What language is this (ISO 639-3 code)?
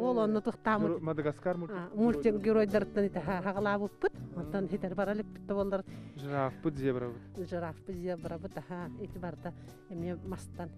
sah